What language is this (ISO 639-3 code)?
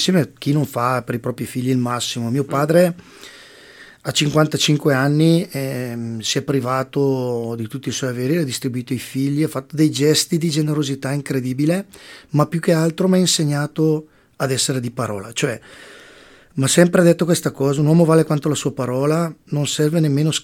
ita